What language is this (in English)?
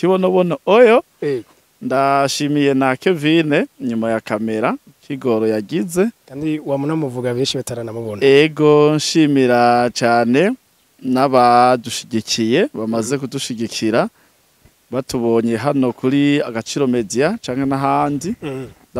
Rundi